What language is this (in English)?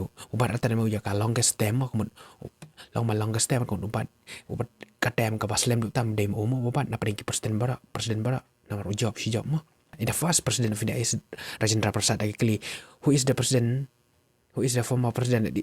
Khasi